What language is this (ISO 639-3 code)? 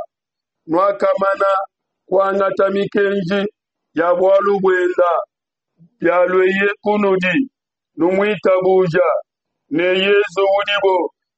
lua